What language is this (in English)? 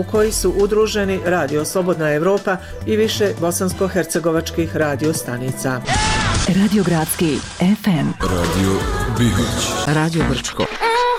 Bosnian